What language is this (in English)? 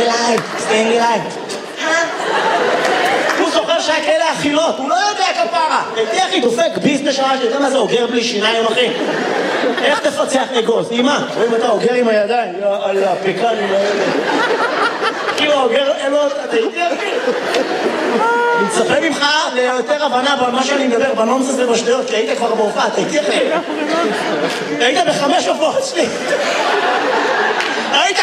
Hebrew